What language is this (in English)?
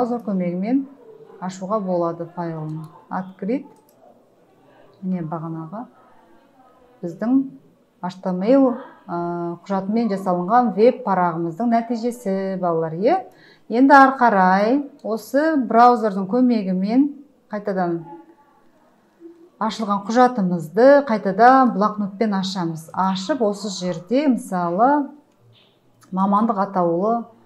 Kazakh